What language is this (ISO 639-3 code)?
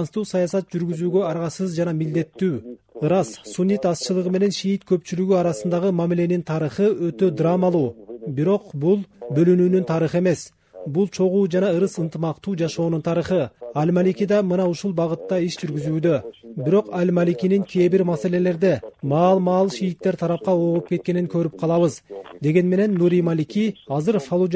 kir